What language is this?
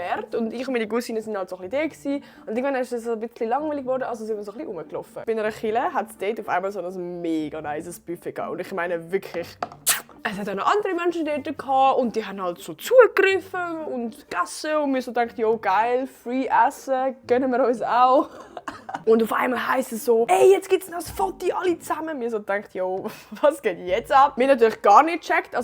Swiss German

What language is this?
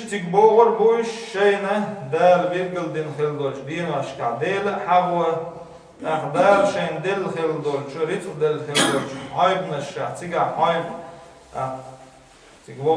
Chechen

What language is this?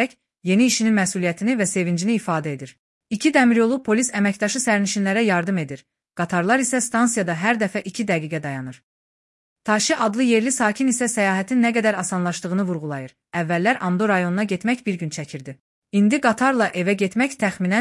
Azerbaijani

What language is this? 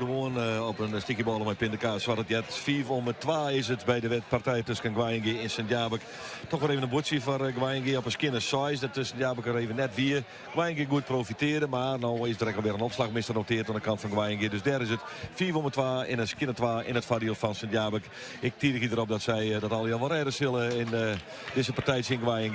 Western Frisian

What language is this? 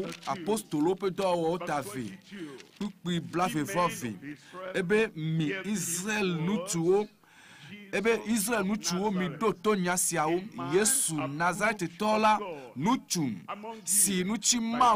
Ewe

